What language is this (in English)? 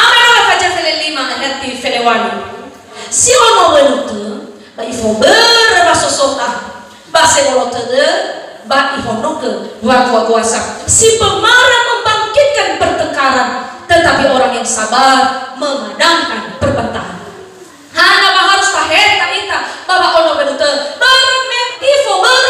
Nias